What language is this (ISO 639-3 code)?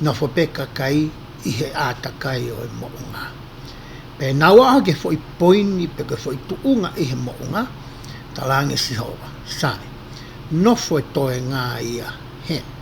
ton